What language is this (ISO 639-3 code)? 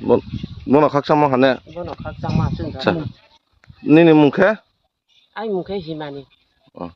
ria